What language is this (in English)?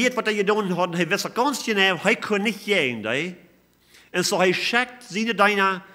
Plautdietsch